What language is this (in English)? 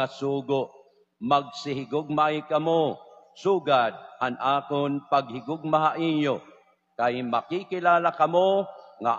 Waray